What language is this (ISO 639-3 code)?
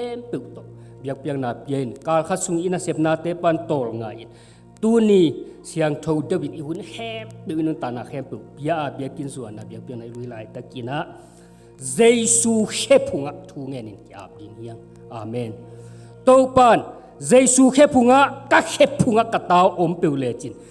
ctd